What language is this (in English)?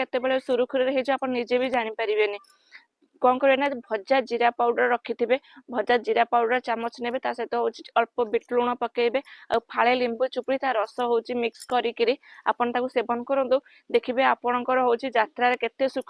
Odia